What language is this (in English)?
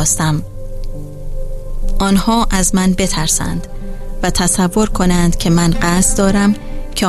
Persian